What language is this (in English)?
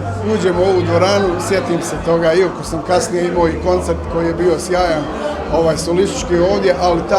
Bosnian